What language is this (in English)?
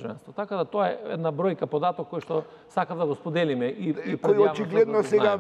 Macedonian